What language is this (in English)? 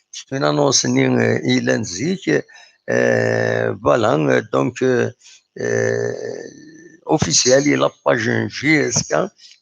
Kabyle